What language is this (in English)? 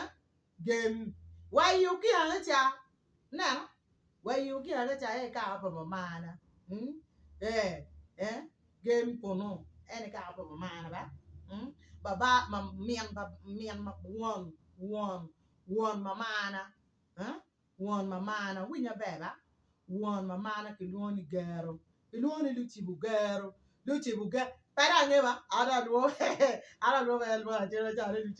Acoli